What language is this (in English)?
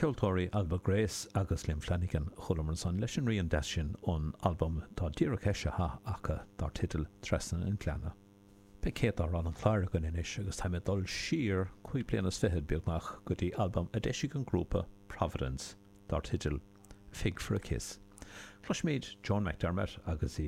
Irish